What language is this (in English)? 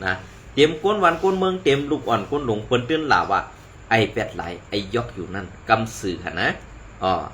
Shan